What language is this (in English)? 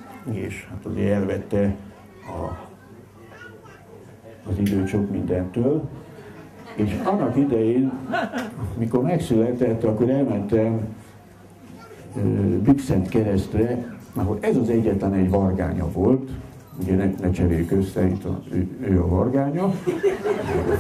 Hungarian